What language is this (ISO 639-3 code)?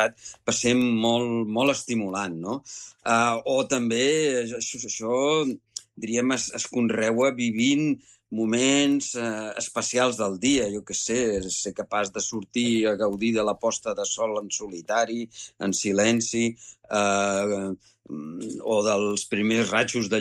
cat